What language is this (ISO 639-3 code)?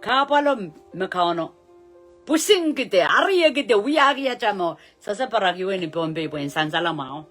pon